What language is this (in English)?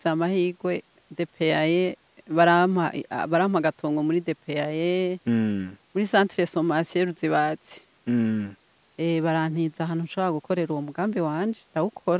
Rundi